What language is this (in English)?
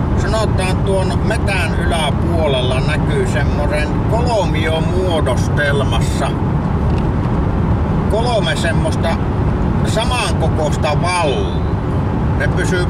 Finnish